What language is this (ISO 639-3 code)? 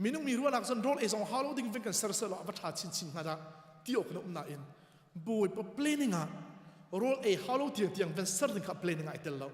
cnh